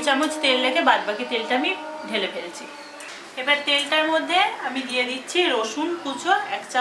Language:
Bangla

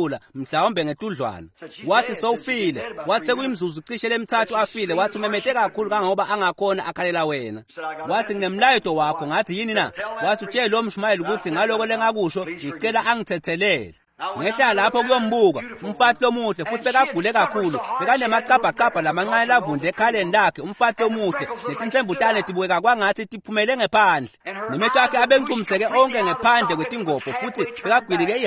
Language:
Swati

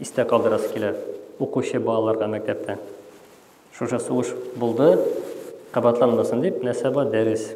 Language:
Tatar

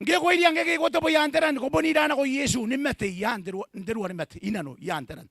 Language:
Gilbertese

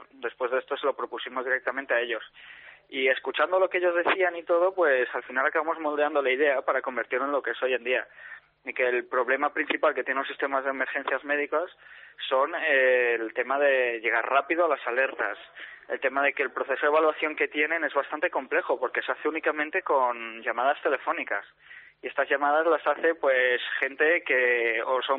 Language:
Spanish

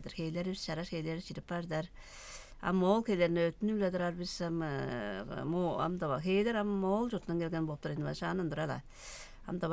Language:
Tuvinian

